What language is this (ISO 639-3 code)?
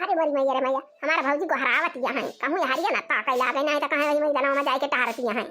awa